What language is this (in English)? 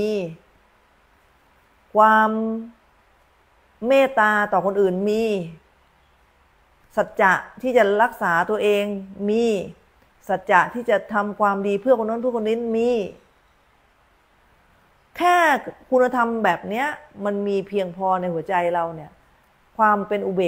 Thai